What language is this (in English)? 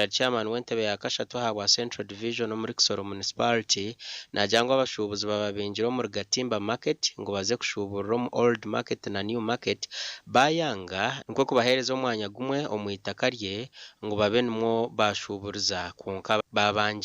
Nyankole